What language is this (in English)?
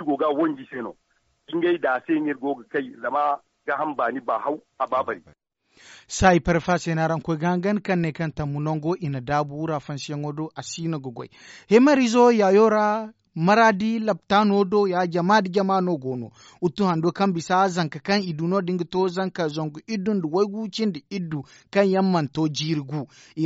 Zarma